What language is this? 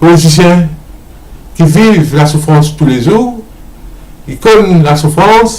Morisyen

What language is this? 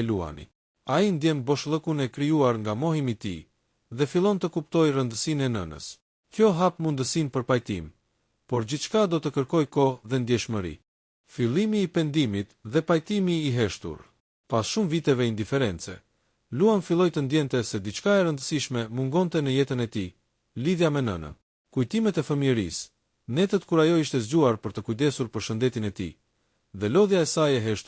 Albanian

